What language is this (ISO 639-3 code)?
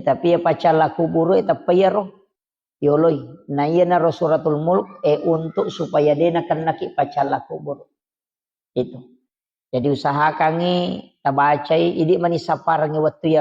bug